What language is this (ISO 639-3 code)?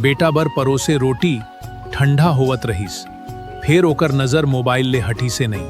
hne